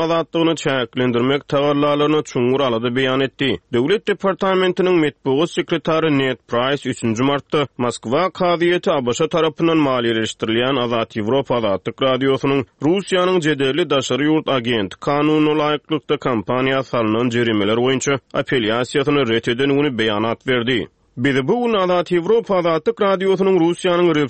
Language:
Turkmen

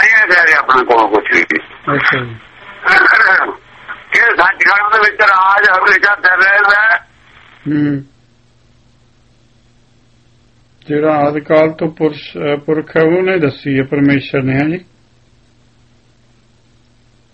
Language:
Punjabi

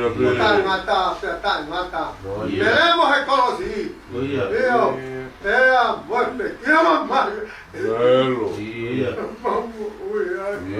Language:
Tongan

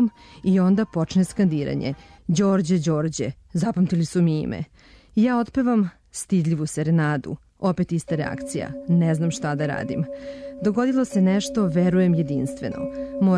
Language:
Serbian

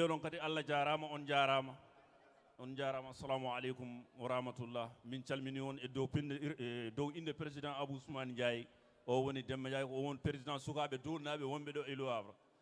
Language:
Fula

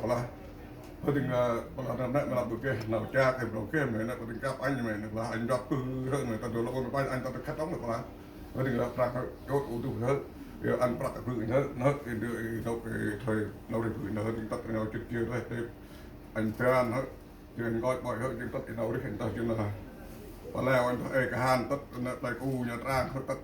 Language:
Central Mnong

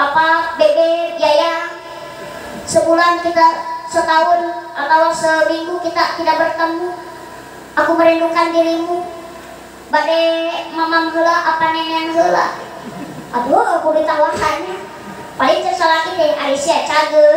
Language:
Sundanese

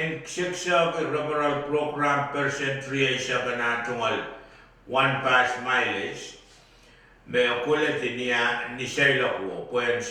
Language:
Pohnpeian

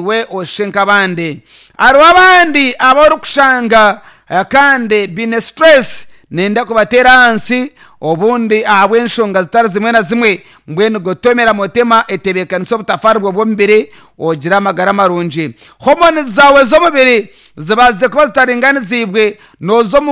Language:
Nyankole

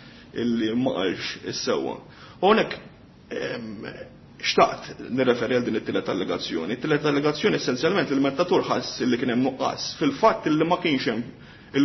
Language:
Maltese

